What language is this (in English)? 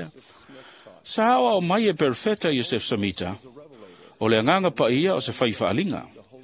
Samoan